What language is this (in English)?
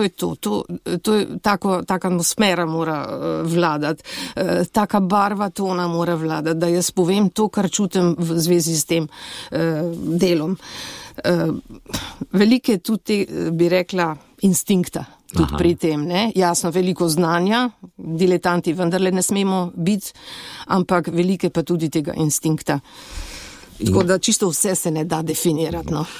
Slovenian